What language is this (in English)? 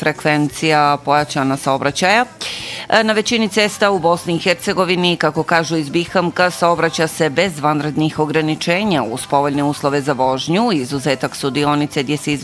Bosnian